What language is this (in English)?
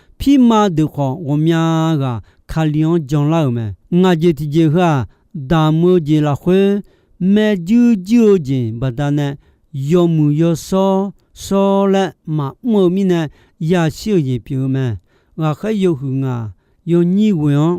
Akha